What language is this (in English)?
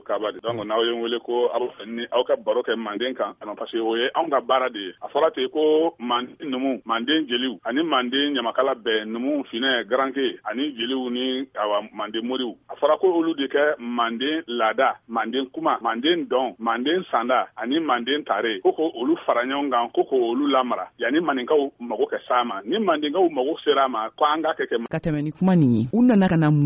Bambara